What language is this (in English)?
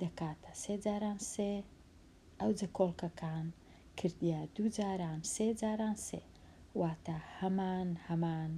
Central Kurdish